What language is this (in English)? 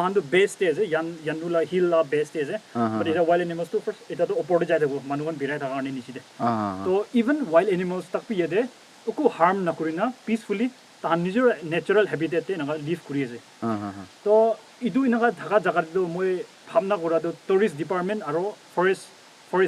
Naga Pidgin